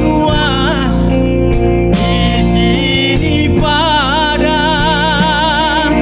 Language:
Batak Simalungun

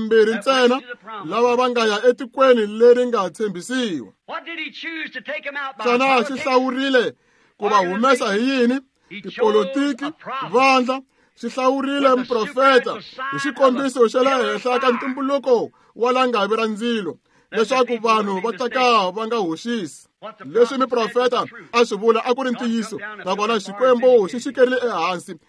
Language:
Tsonga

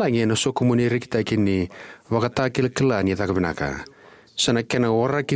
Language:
Fijian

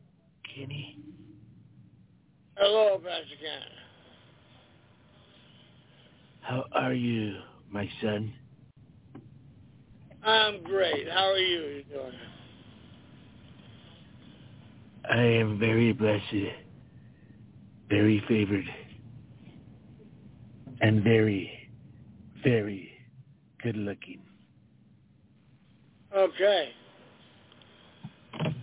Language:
English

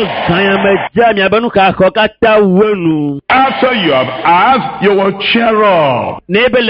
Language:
Ewe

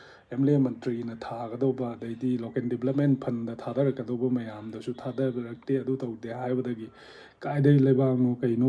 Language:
Manipuri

